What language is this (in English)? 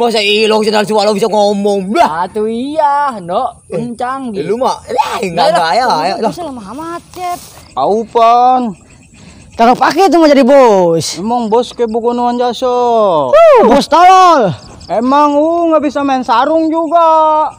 Betawi